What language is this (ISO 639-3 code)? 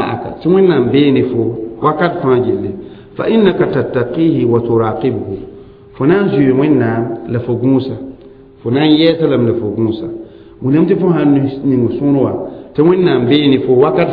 mos